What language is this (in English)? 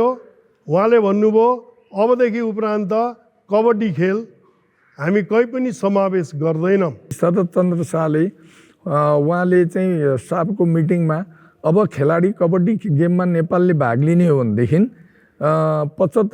Nepali